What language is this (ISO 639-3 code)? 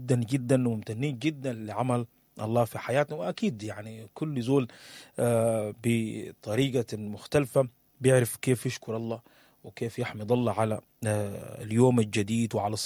apd